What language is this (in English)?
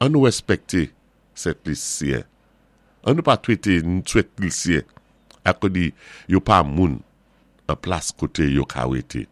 Saint Lucian Creole French